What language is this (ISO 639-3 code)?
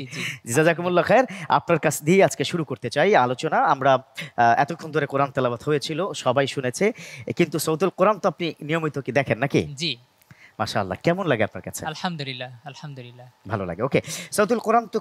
ben